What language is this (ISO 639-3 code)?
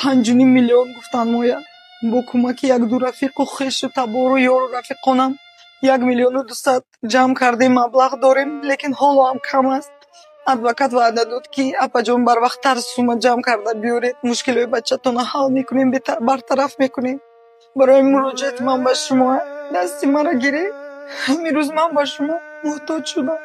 tgk